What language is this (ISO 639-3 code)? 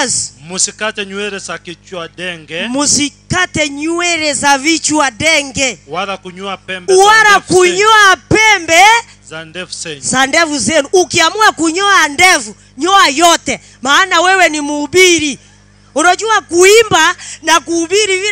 guz